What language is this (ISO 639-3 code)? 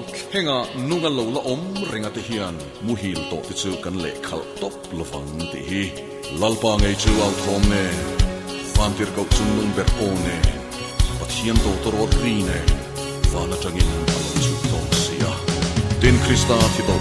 hmr